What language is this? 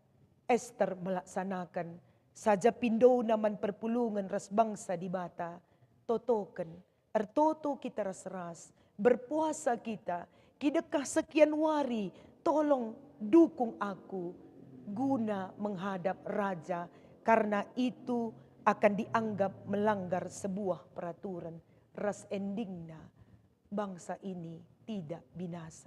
Batak Karo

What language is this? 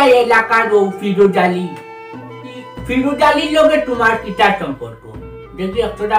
Sylheti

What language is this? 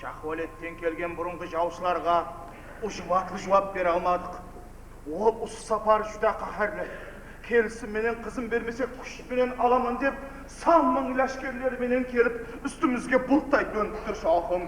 Kara-Kalpak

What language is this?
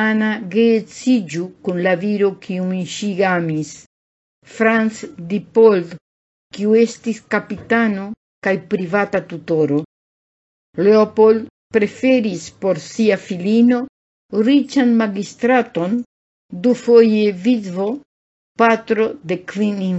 Esperanto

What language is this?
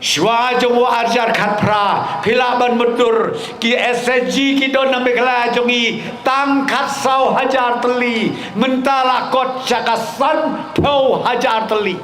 Khasi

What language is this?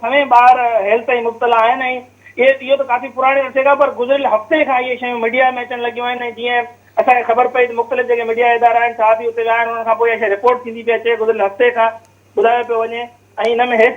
Sindhi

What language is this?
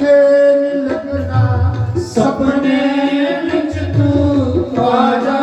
Dogri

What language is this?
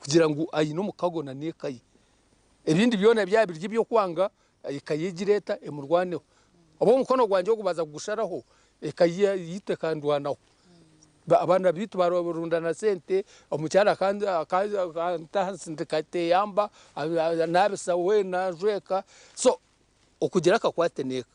Nyankole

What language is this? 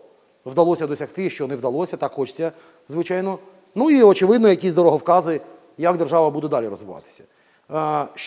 Ukrainian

